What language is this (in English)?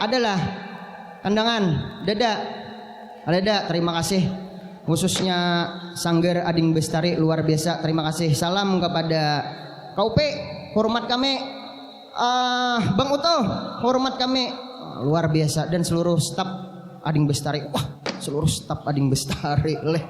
Banjar